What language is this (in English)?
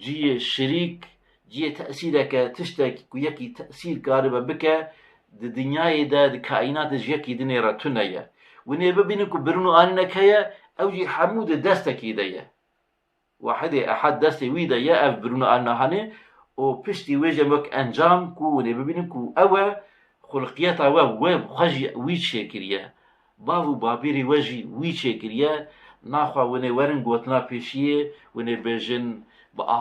Kurdish